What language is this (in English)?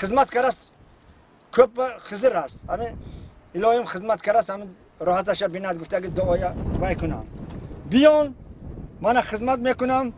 Tajik